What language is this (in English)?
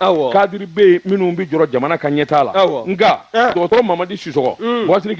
Bambara